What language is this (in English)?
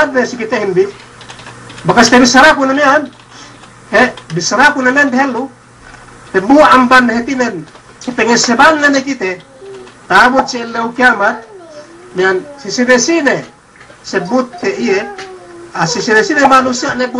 Yakan